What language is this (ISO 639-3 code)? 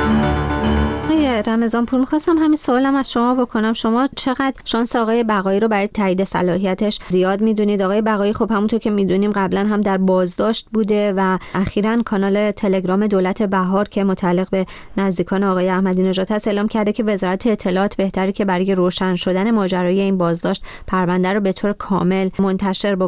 fas